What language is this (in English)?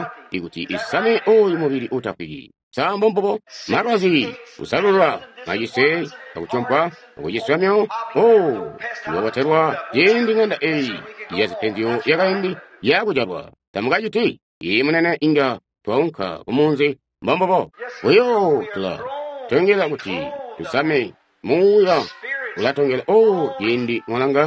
Tonga (Zambia)